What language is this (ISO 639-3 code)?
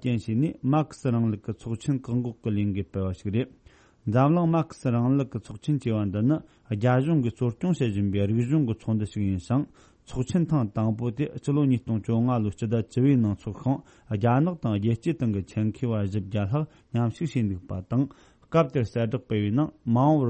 bod